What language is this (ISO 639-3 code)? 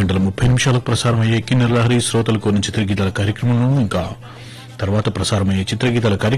tel